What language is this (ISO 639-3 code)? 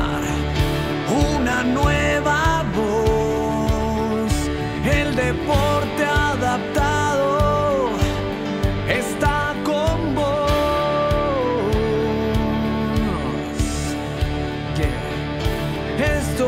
spa